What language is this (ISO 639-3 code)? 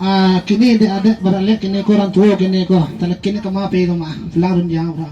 min